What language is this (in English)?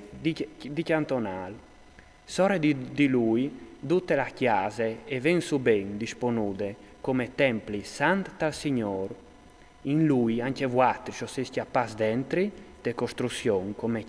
Friulian